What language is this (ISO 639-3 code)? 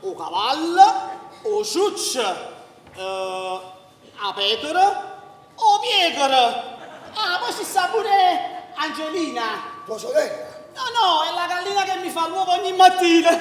nap